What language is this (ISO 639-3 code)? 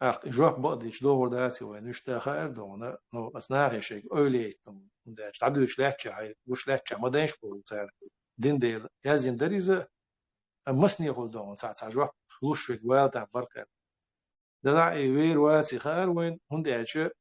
che